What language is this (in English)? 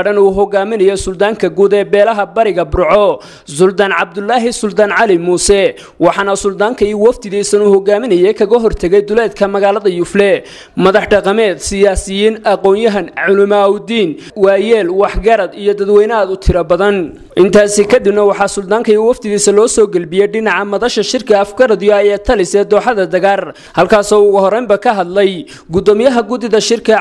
Somali